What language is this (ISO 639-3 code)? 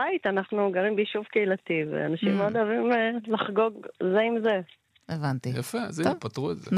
heb